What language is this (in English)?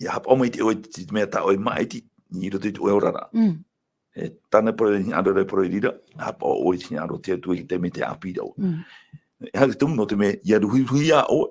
Tahitian